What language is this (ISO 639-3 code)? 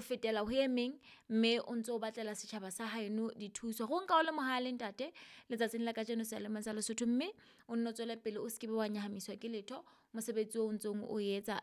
sot